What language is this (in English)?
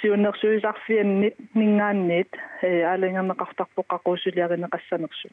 Kalaallisut